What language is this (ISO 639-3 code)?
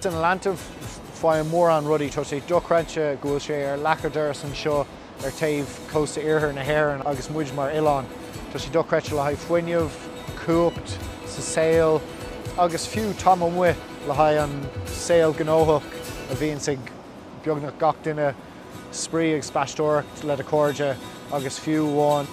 gle